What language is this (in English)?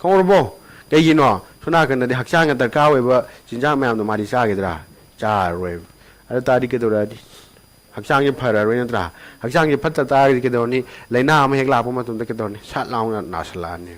Manipuri